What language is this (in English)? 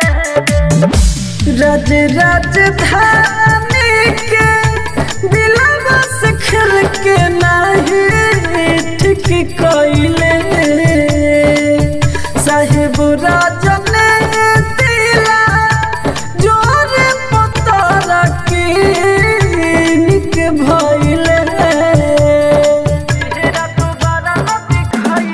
Bhojpuri